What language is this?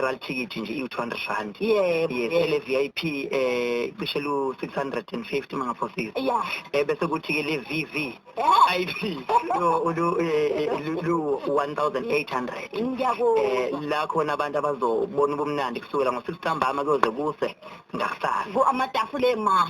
Zulu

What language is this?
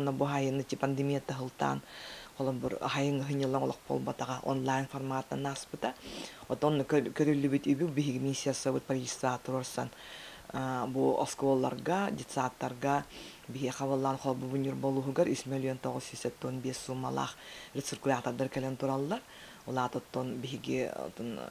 Yakut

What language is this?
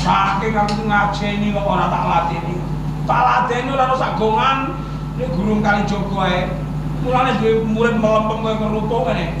Javanese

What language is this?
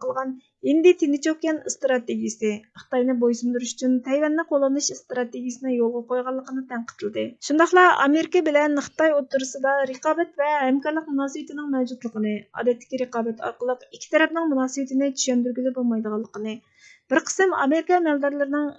Uyghur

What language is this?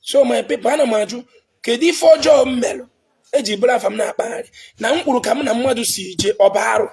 Igbo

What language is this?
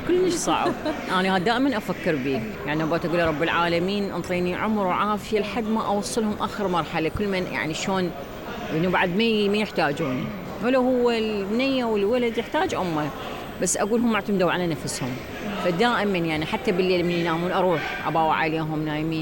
Mesopotamian Arabic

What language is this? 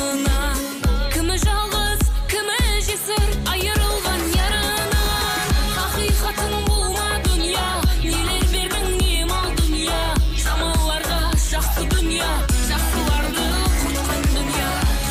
Kara-Kalpak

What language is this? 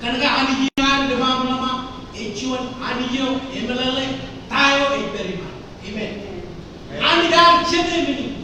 Marshallese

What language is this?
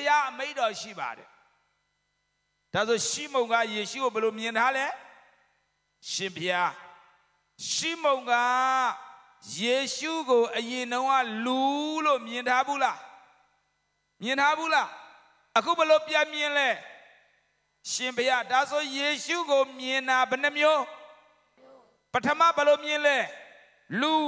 Burmese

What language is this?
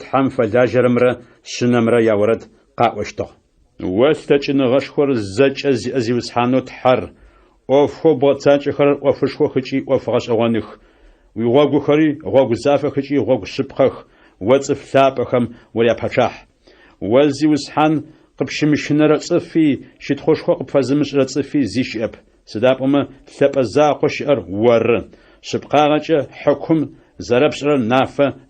Adyghe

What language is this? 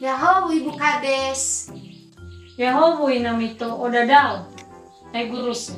Nias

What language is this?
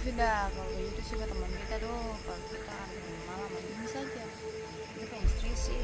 Ambonese Malay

